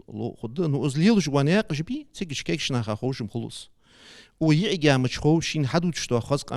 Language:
Ingush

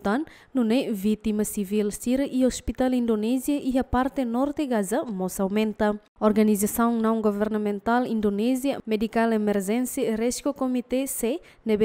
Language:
Tetum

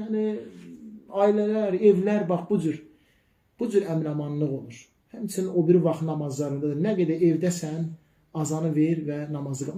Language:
Azerbaijani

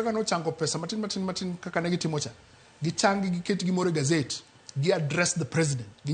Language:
Luo (Kenya and Tanzania)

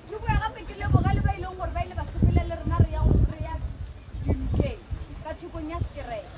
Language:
Northern Sotho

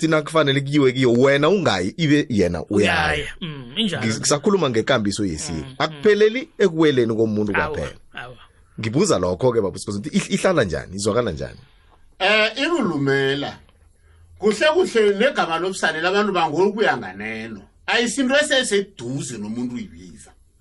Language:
South Ndebele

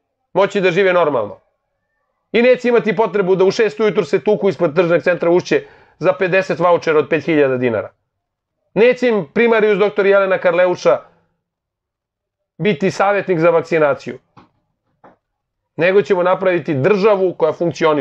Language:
Serbian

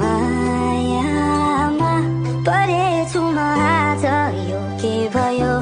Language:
Karbi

